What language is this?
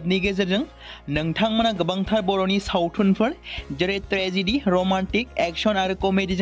Bodo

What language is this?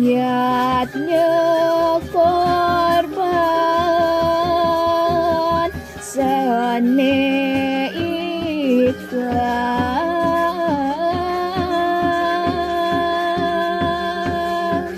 Balinese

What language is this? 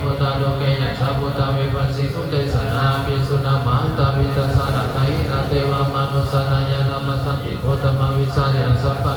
Pali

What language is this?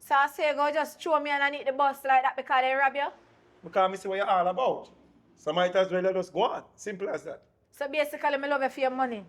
Jamaican Creole English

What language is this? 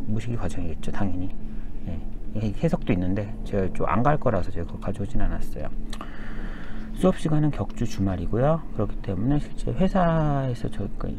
Korean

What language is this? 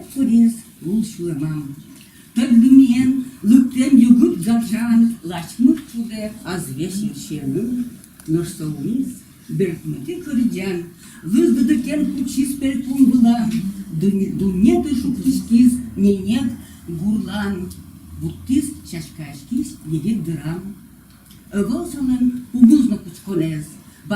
Udmurt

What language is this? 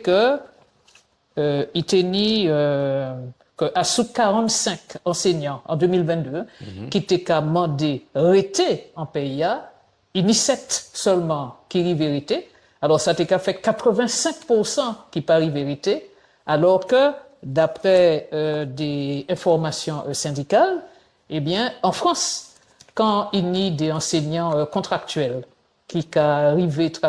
Guadeloupean Creole French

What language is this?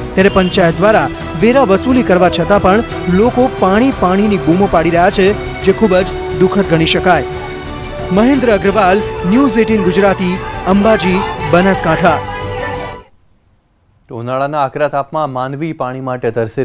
Gujarati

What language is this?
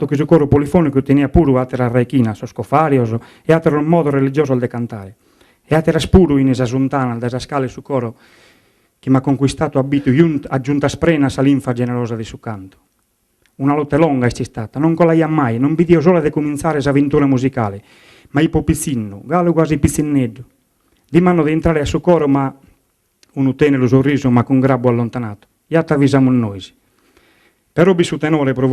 Sardinian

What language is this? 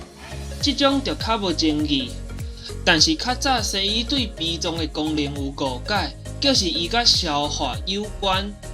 Min Nan Chinese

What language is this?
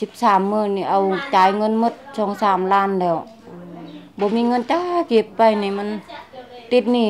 Lao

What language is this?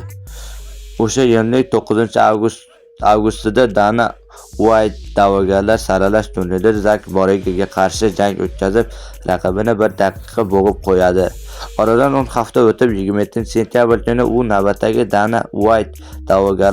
Uzbek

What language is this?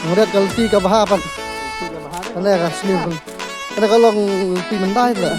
Khasi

